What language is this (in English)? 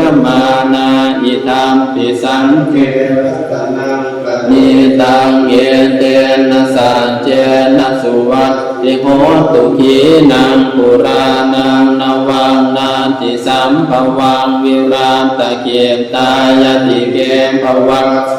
Pali